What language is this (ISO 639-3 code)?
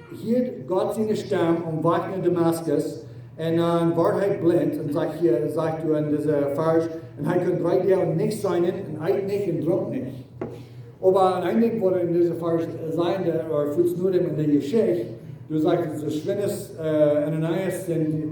pdt